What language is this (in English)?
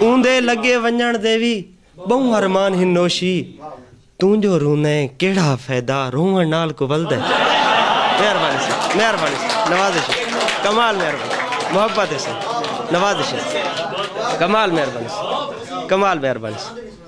Saraiki